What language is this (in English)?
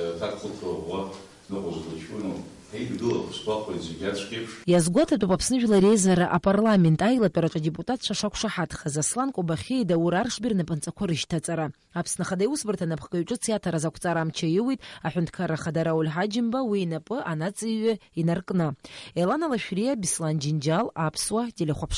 Abkhazian